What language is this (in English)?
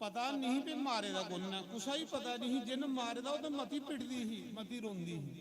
Dogri